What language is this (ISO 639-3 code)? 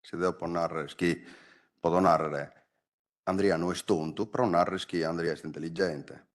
srd